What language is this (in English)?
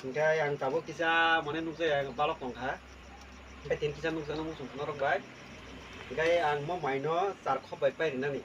Kok Borok